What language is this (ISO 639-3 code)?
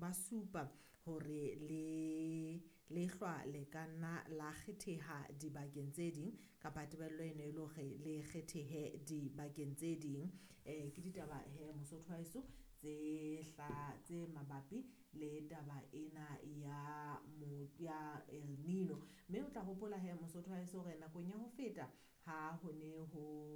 sot